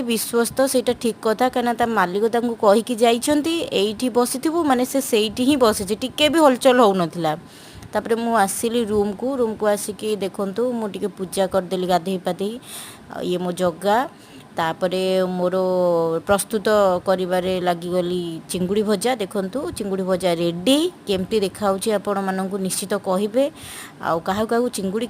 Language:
Odia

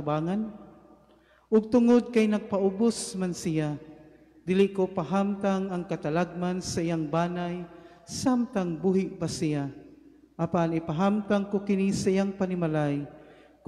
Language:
Cebuano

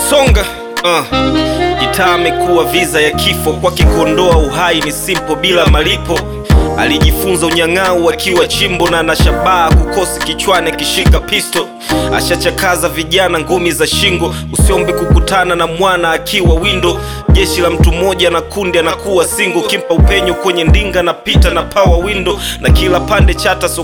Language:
Swahili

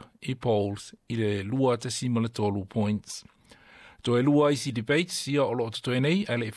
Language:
Samoan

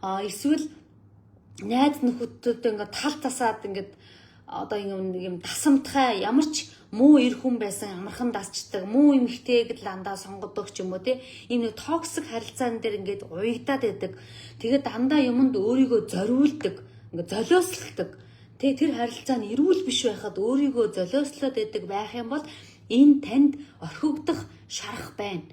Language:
Mongolian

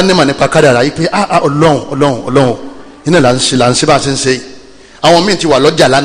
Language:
Yoruba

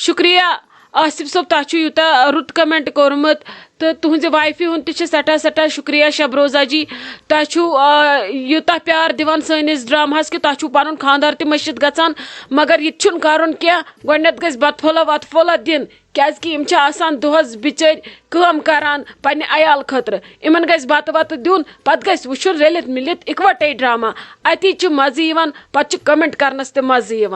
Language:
Kashmiri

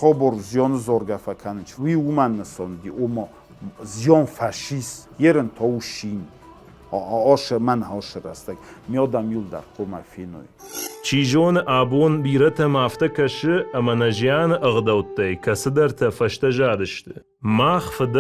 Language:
Ossetic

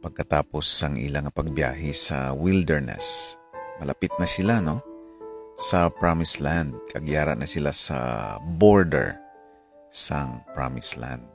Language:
Hiligaynon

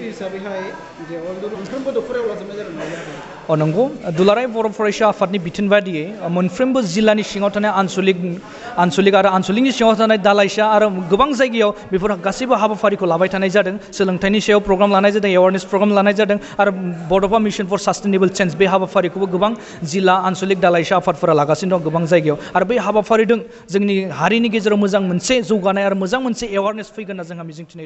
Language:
Bodo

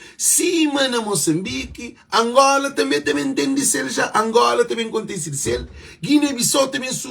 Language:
Kabuverdianu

